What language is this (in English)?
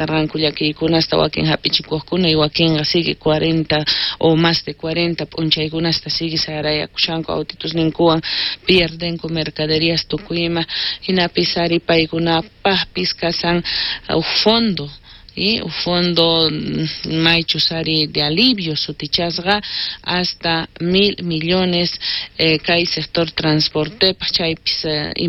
South Bolivian Quechua